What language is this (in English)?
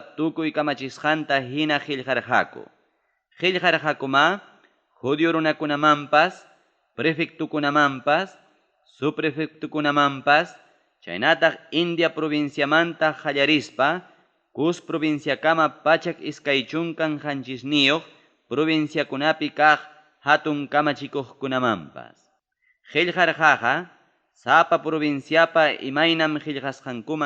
Ayacucho Quechua